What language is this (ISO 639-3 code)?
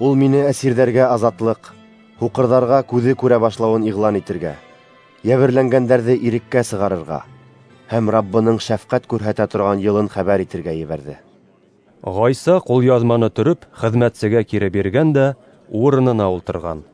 bak